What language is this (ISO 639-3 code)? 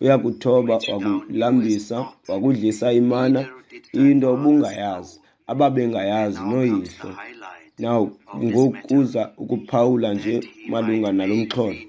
xho